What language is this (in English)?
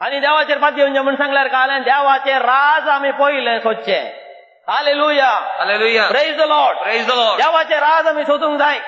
Konkani